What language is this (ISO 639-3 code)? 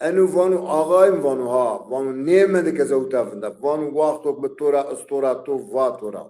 zza